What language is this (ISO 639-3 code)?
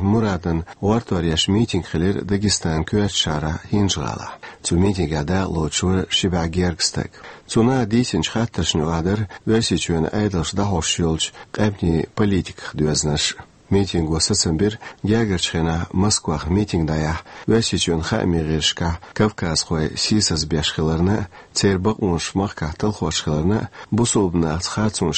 che